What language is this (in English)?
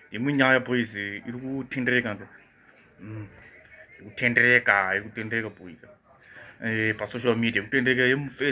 Shona